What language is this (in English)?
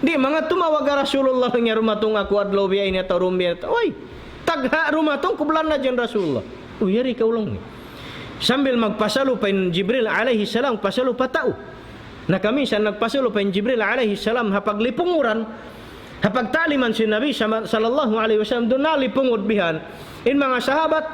Tausug